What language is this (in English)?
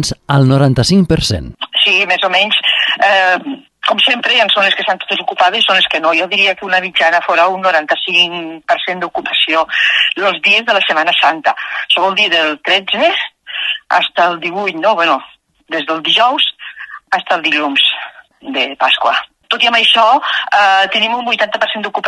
Catalan